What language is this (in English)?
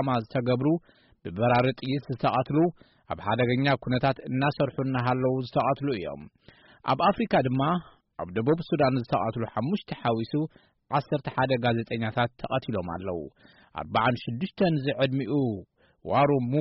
Tigrinya